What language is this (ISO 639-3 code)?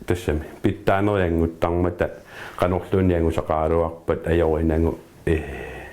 kal